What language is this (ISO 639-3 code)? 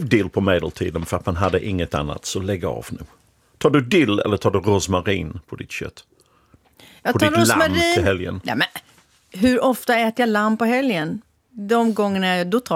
swe